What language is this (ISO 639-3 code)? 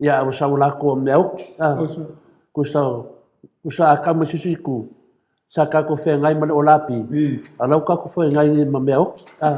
smo